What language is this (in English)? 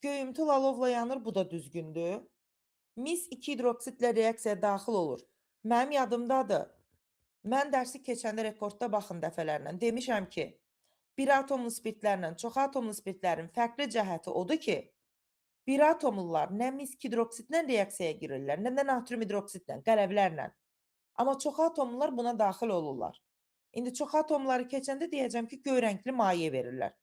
Azerbaijani